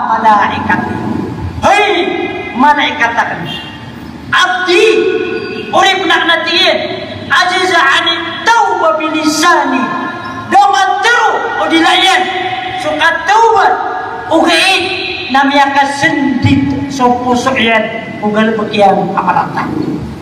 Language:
Maranao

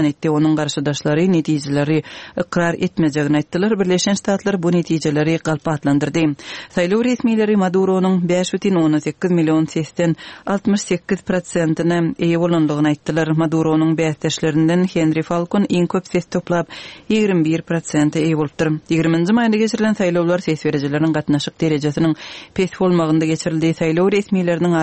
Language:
Turkmen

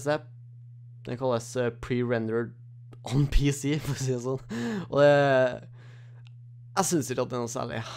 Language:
Norwegian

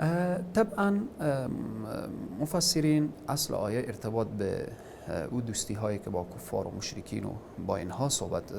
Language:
Persian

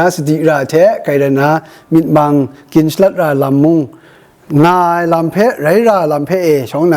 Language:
Kachin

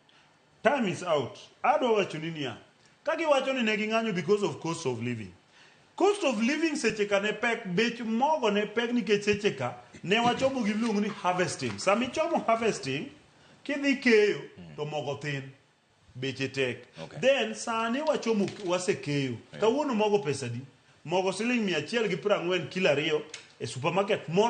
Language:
Luo (Kenya and Tanzania)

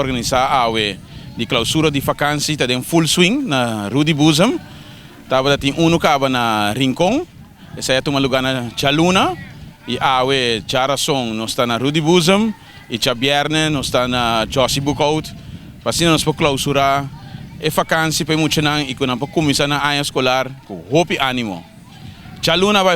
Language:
Papiamento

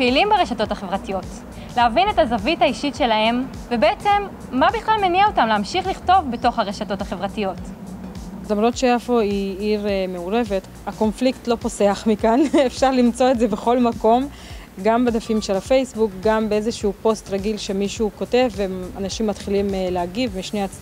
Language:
Hebrew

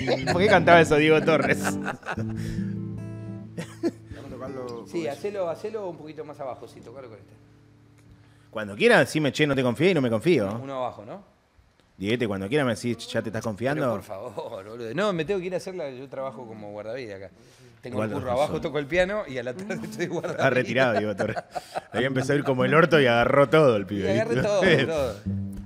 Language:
Spanish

